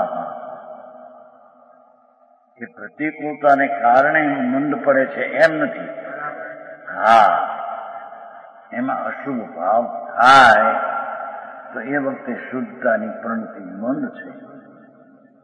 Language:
Gujarati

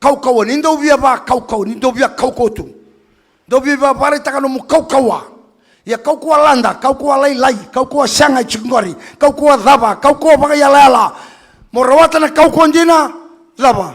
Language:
Fijian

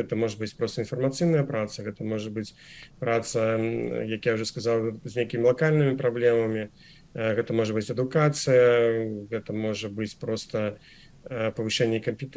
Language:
Belarusian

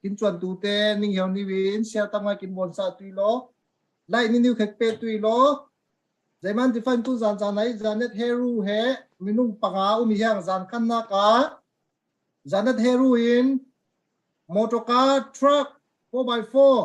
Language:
Falam Chin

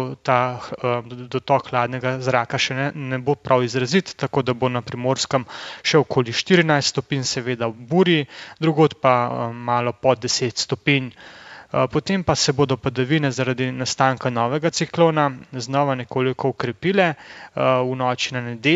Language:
Slovenian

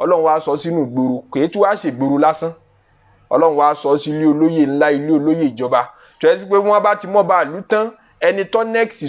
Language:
Yoruba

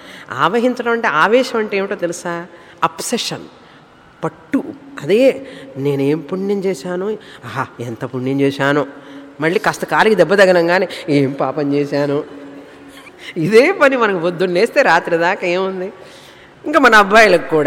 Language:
Telugu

